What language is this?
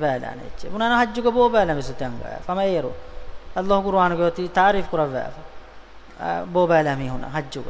Divehi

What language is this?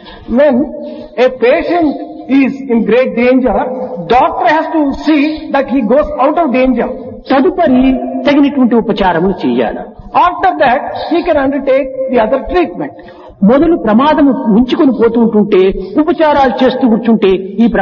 Telugu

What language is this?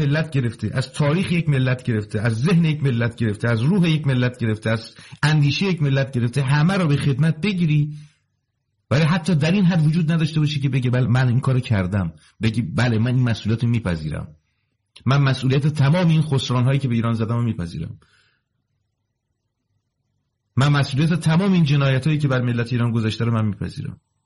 Persian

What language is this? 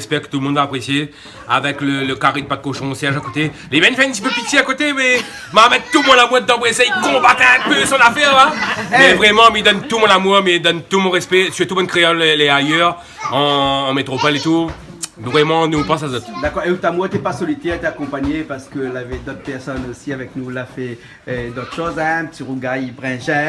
Réunion Creole French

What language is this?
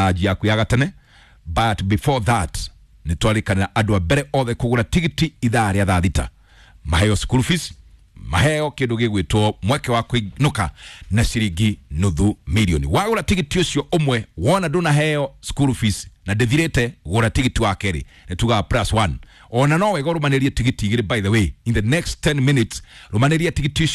Kikuyu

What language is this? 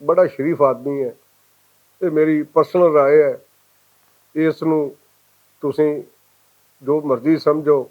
Western Panjabi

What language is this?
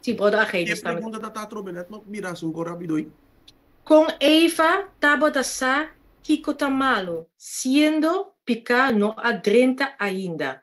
Papiamento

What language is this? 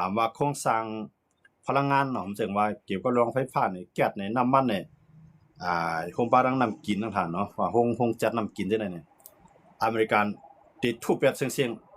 Shan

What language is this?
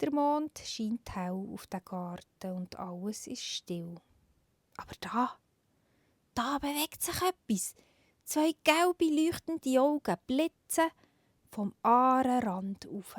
Swiss German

